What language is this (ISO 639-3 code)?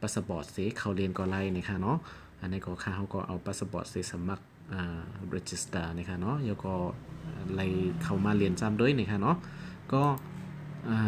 shn